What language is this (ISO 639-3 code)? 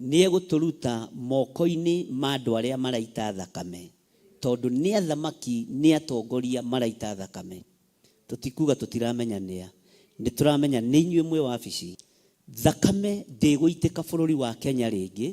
kik